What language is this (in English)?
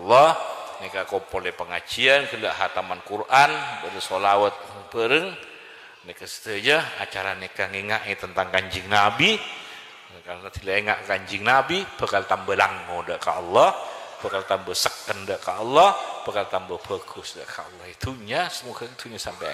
Madurese